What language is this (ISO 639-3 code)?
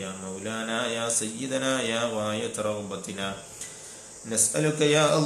mal